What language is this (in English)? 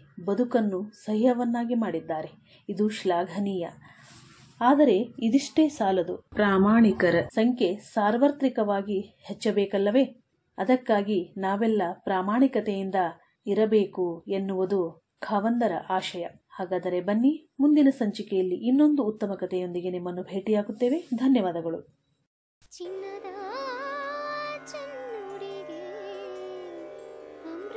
Kannada